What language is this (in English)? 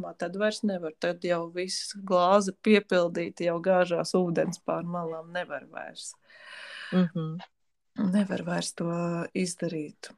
Latvian